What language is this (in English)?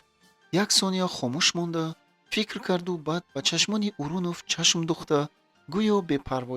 Tajik